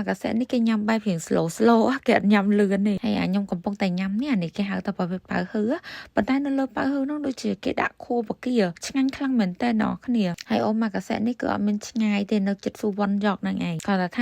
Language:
Khmer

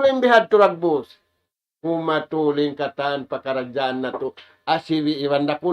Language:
Tausug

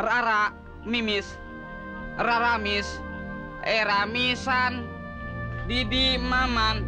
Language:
Betawi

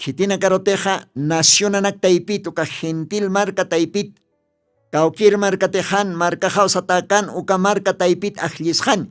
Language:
Aymara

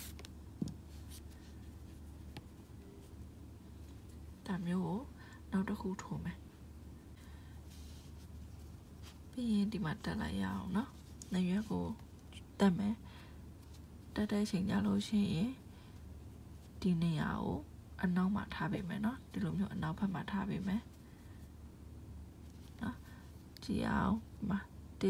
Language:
Burmese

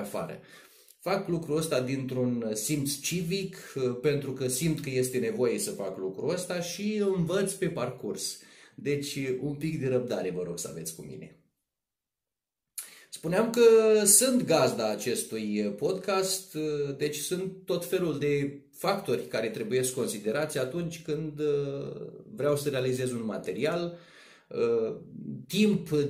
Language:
Romanian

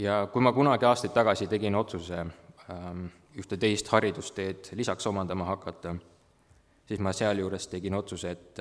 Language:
Estonian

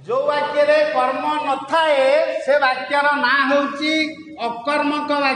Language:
Odia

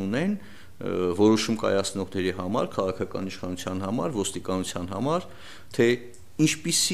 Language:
Armenian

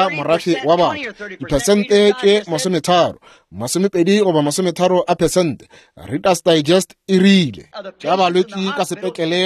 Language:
Northern Sotho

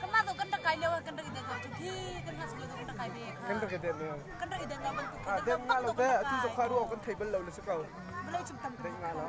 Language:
Hakha Chin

